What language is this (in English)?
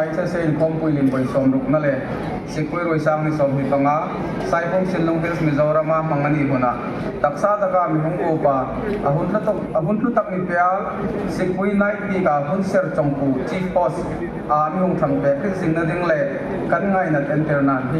Hmar